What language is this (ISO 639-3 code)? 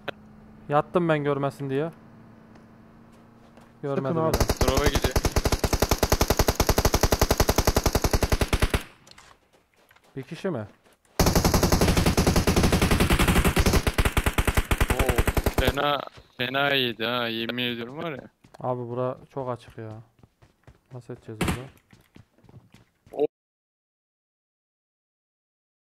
tur